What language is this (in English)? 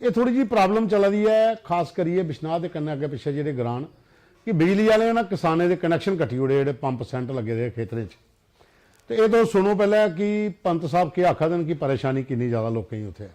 Dogri